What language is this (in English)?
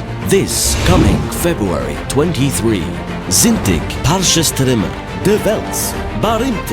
Yiddish